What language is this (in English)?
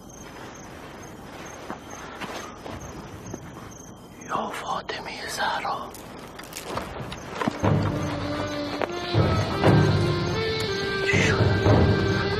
Persian